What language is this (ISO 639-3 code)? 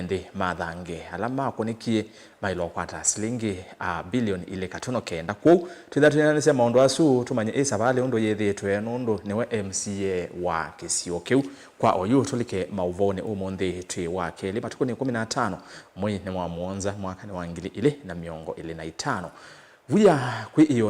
kam